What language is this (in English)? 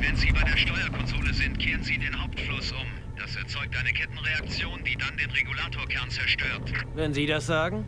Bavarian